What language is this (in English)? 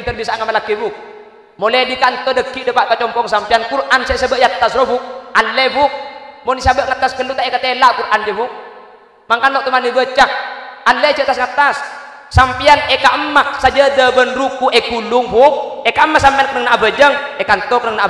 Madurese